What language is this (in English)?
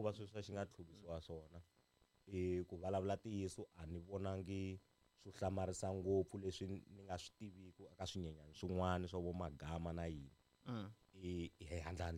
Tsonga